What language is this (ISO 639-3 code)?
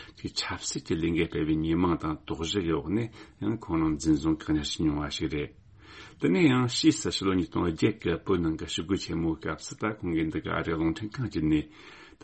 bod